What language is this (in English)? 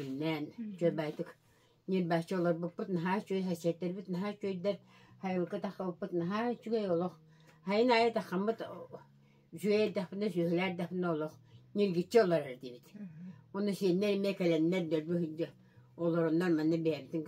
Yakut